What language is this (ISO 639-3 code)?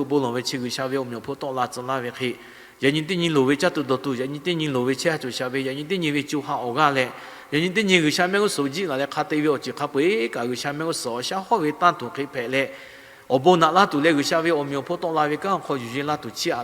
lhu